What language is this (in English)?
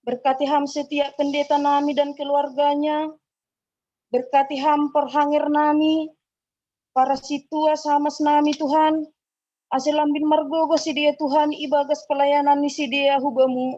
Batak Simalungun